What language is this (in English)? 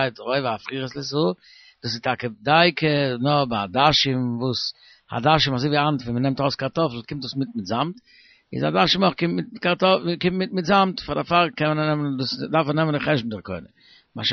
Yiddish